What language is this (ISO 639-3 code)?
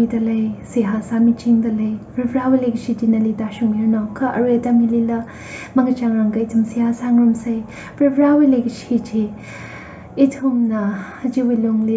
nmf